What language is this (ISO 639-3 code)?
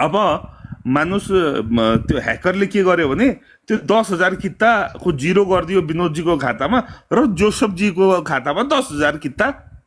nep